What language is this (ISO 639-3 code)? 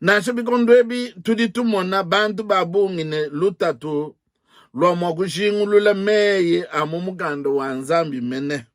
lua